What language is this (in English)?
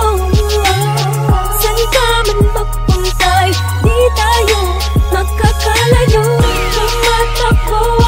Filipino